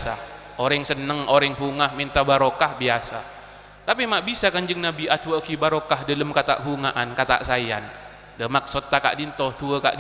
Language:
Madurese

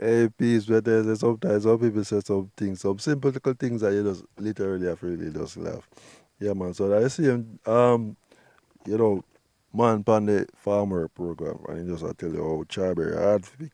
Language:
Jamaican Creole English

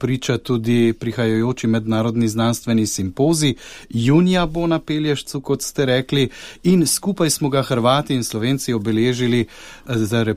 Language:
Slovenian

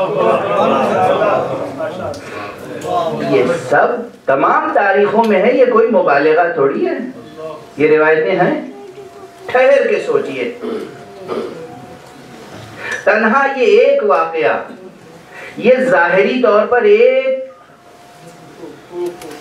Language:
Urdu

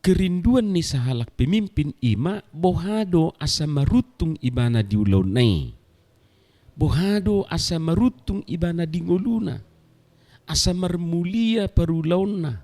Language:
Batak Toba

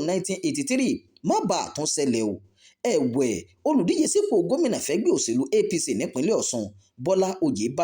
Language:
Yoruba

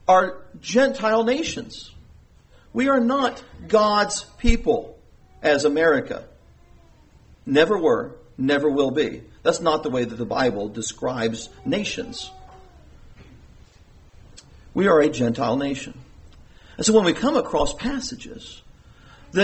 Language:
English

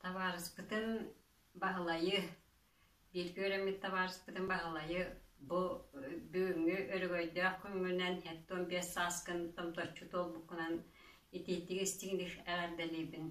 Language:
Yakut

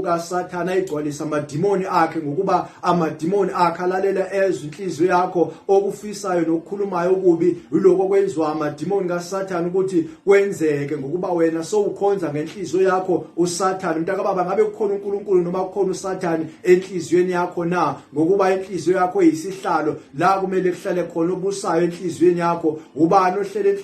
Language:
Zulu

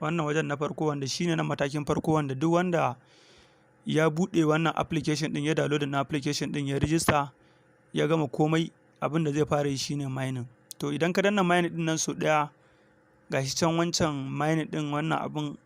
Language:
Hausa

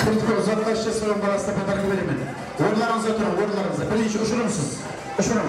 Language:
Kara-Kalpak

